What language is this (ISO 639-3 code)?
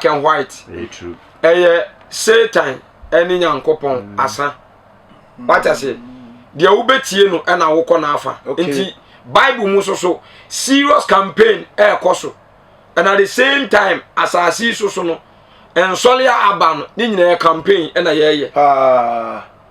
aka